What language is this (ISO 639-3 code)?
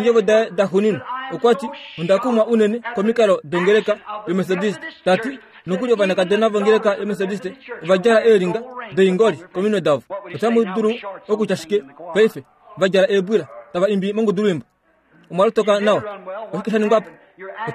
kua